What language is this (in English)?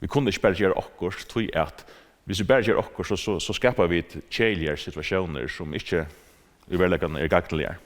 Faroese